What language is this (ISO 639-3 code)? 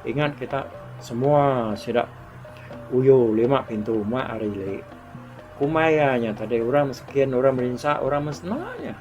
iba